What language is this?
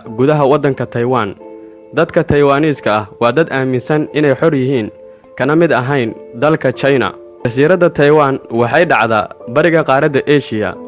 Somali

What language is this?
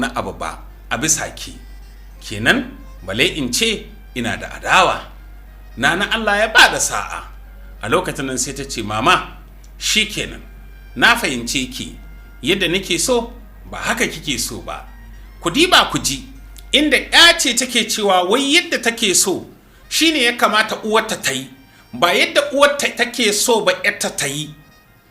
Hausa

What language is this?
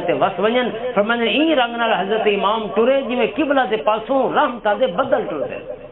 Western Panjabi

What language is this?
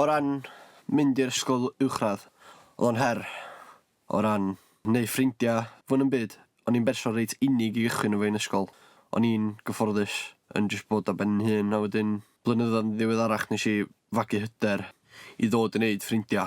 Welsh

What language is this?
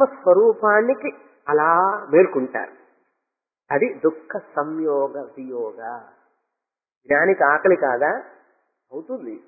Telugu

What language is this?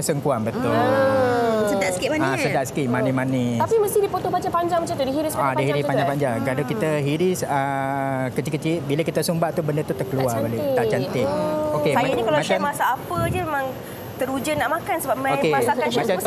Malay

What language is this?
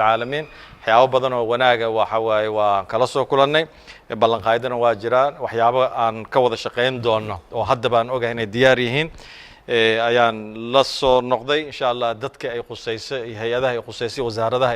Somali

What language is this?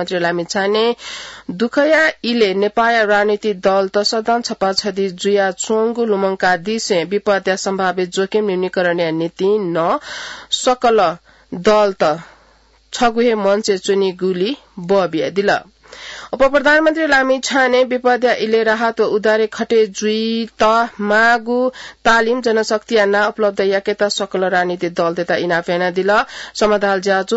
Newari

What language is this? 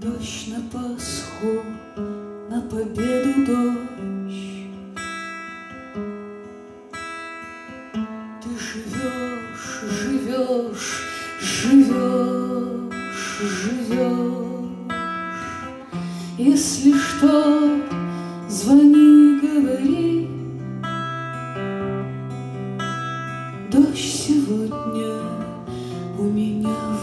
Russian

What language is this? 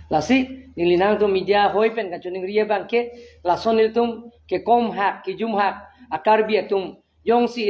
Karbi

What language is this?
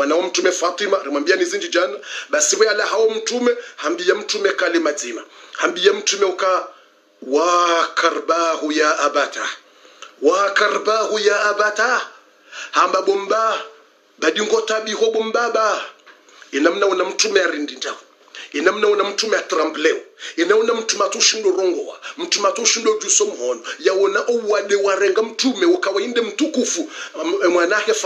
Swahili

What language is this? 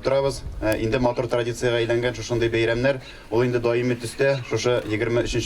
Tatar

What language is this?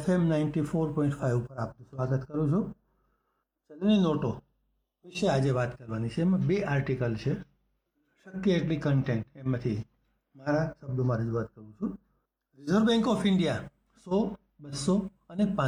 Gujarati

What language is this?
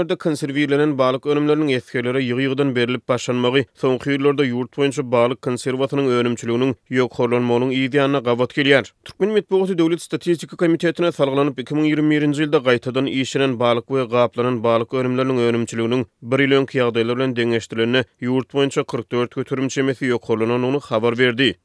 Turkmen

